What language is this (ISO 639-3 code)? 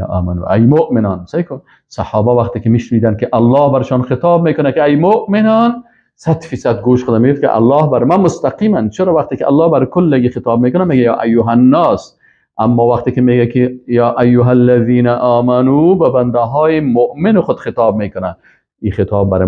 fas